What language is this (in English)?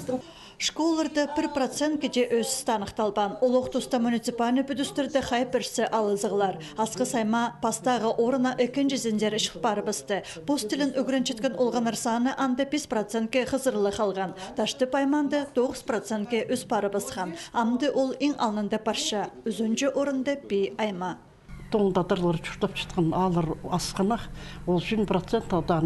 Khakas